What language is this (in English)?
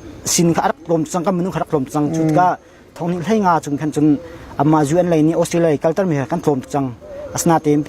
Hakha Chin